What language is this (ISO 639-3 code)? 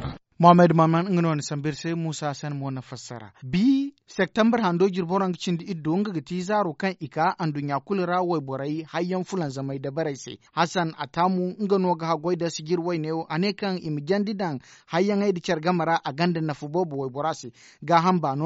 dje